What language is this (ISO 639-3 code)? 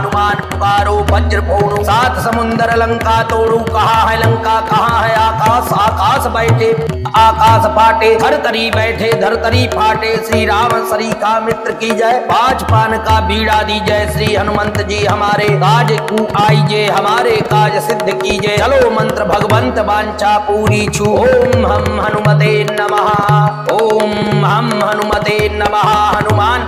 hin